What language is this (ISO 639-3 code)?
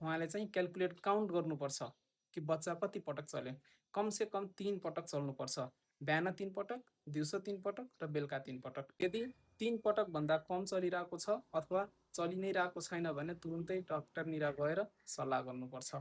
nep